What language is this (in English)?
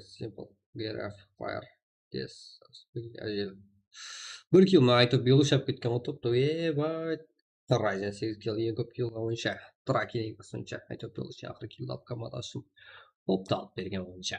Kara-Kalpak